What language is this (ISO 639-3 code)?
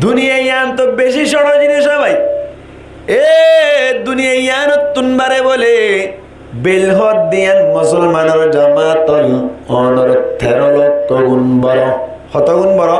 rhg